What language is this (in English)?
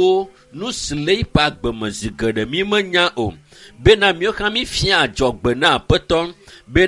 Ewe